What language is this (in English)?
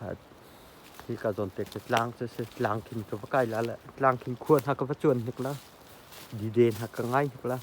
Hakha Chin